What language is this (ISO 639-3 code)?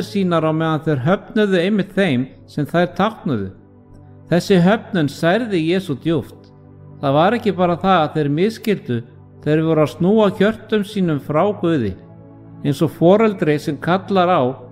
isl